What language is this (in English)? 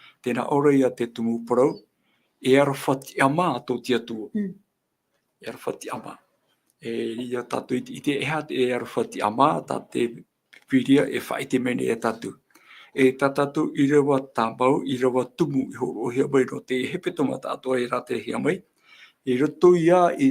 Tahitian